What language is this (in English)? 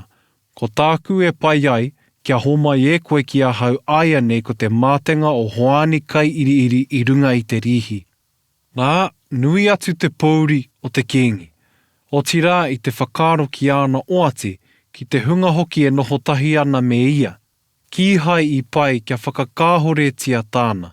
Māori